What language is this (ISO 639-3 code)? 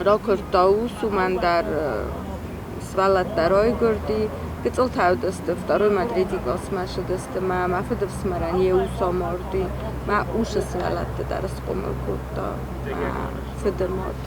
oss